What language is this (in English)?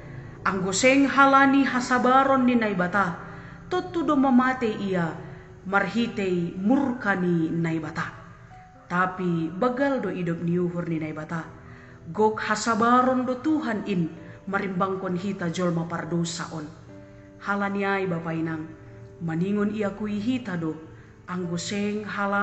Batak Simalungun